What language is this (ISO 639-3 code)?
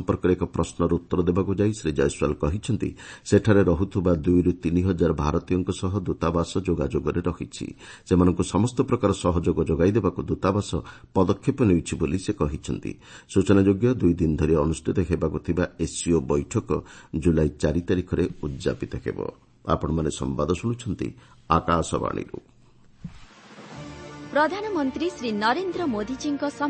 ori